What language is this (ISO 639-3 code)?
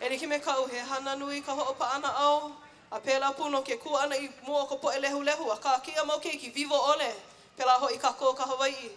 haw